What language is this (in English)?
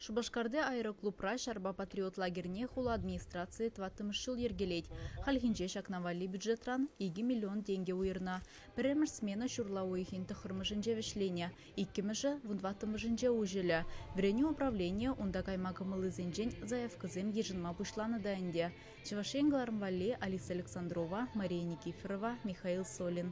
Chuvash